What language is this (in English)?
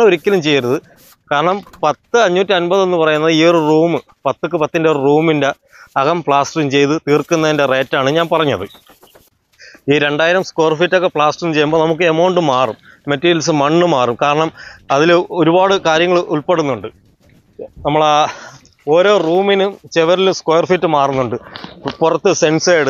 Malayalam